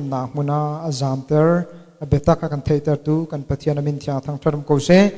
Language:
Hakha Chin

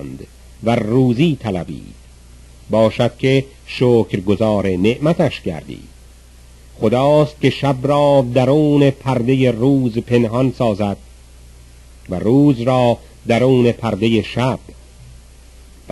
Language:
Persian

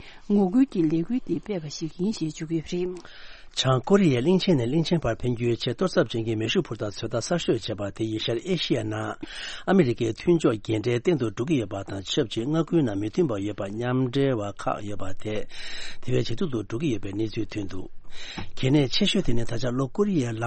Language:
Tibetan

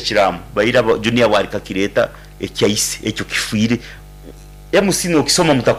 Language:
Nyankole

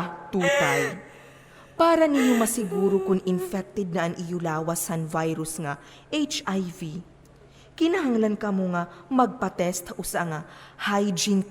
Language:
Waray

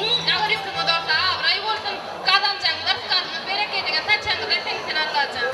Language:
Turkmen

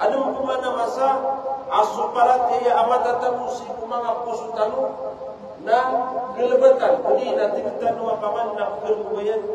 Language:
Maranao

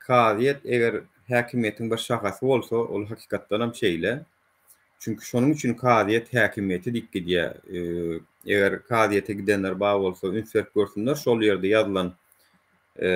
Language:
Turkmen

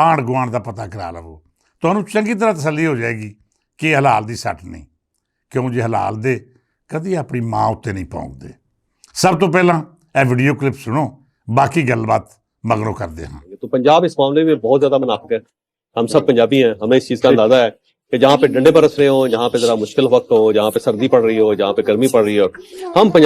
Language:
Western Panjabi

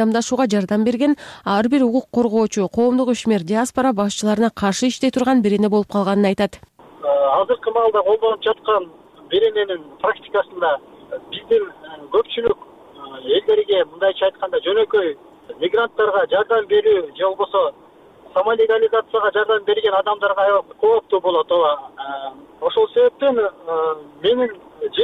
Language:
Kyrgyz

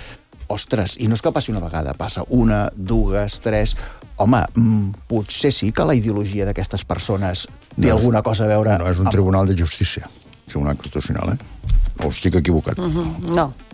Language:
Catalan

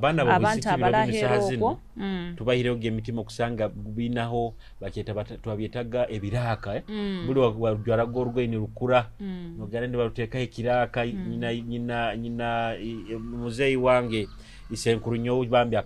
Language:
Nyoro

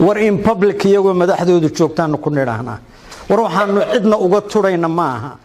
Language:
Somali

